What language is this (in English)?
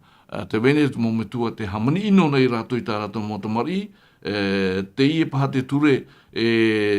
Tahitian